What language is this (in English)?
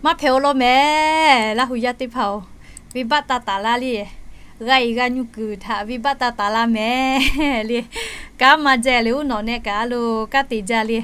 Lahu